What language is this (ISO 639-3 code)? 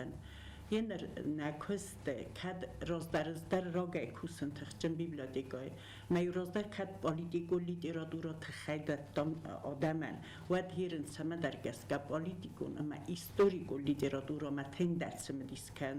oss